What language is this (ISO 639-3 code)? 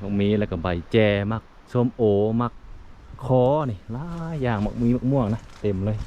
lao